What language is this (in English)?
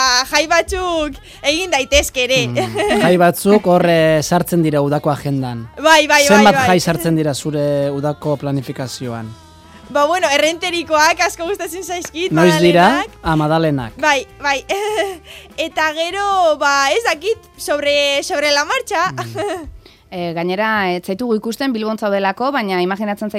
Basque